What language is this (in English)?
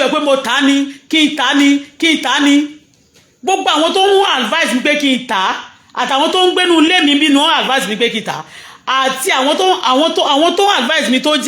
Yoruba